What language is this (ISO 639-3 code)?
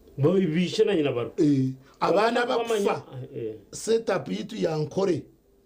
nyn